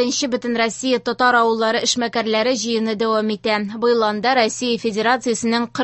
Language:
Tatar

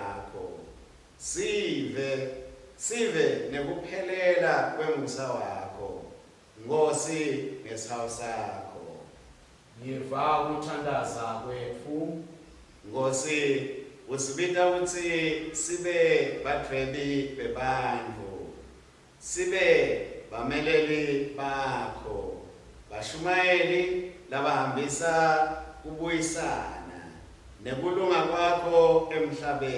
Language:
Swati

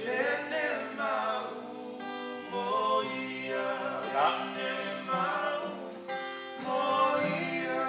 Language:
Tongan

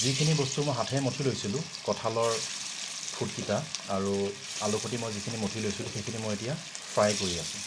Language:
Assamese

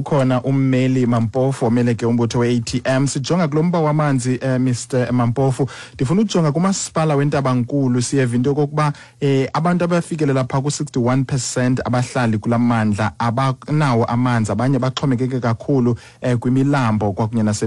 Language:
Xhosa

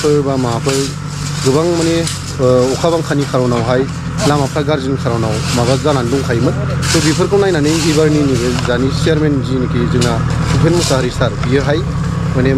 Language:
Bodo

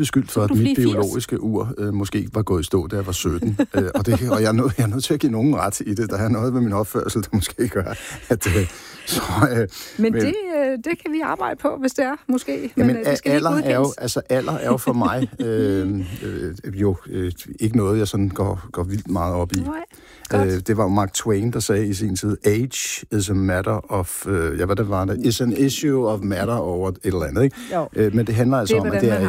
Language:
Danish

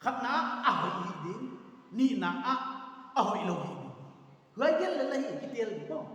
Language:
Paite Chin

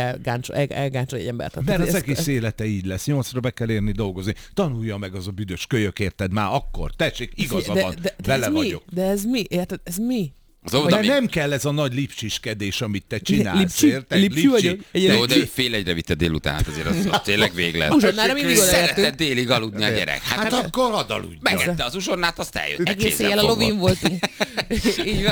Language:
Hungarian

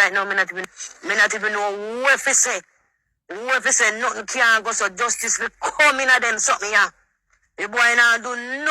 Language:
Jamaican Creole English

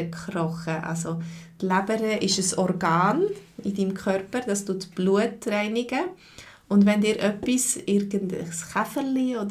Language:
Swiss German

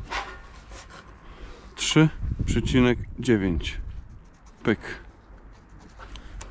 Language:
Polish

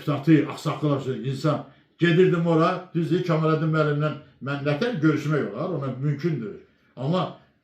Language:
Azerbaijani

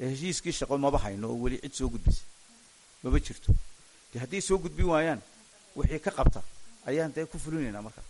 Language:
Somali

